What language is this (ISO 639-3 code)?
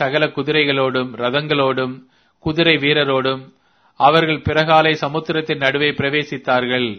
tam